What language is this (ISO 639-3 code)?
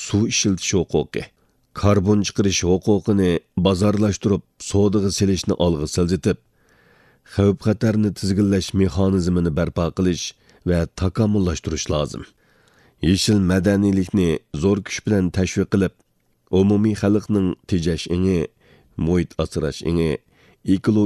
uig